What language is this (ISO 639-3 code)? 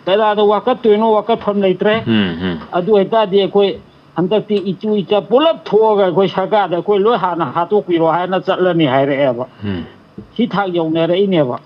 mni